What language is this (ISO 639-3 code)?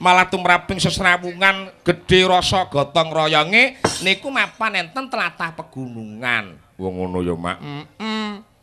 jav